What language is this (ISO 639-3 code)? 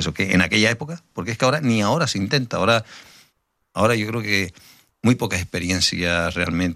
spa